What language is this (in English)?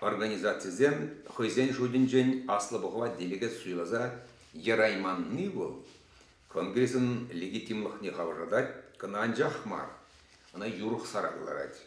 Chuvash